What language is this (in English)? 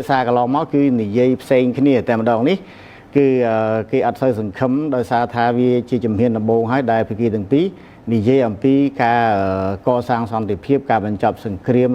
Khmer